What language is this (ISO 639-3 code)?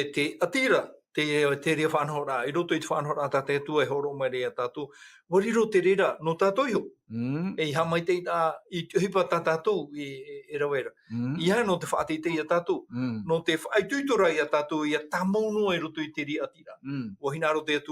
tah